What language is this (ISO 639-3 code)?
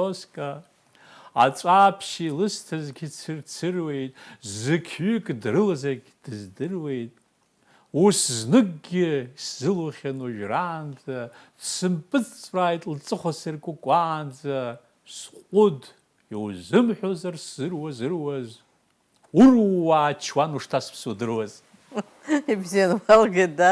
abk